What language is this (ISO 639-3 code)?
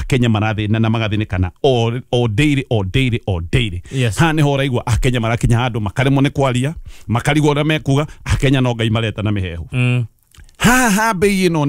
kik